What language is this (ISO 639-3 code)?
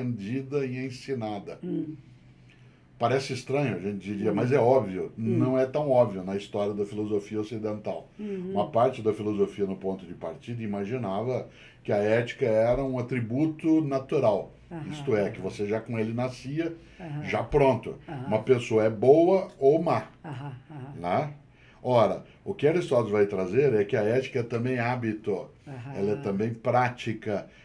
por